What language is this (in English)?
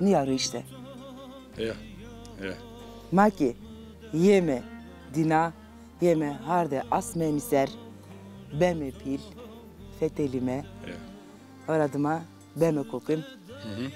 Zaza